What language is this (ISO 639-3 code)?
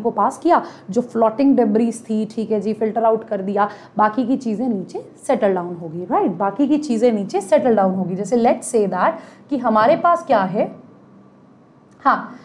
hin